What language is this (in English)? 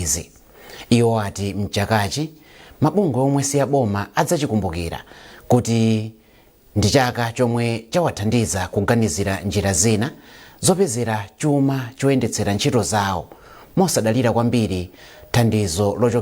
Nyanja